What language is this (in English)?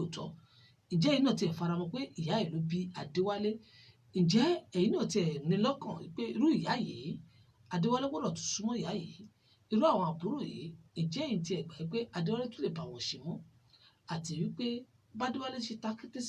Yoruba